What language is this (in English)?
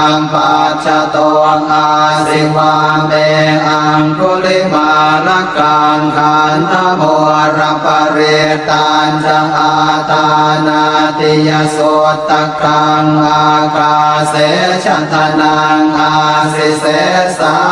Pali